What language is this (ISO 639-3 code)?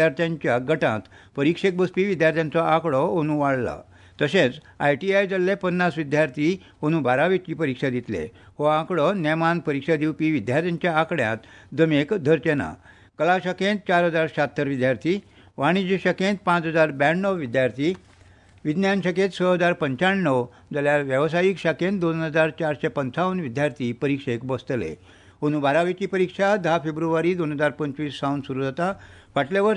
kok